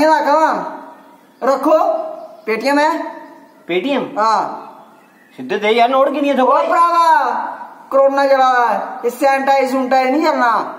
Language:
Dogri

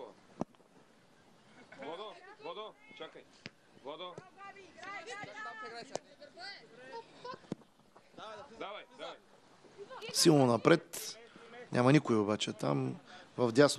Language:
Bulgarian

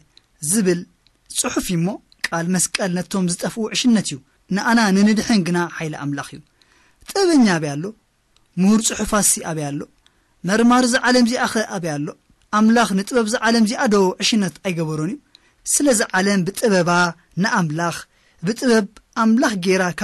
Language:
Tigrinya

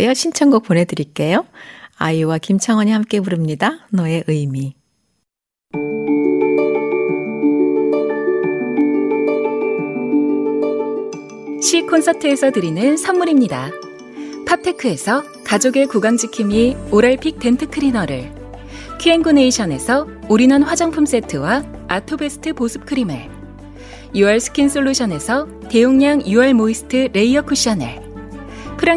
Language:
Korean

